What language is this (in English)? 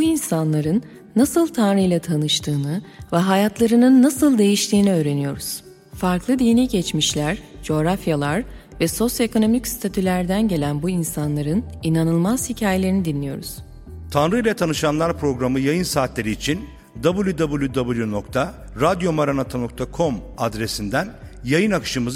Turkish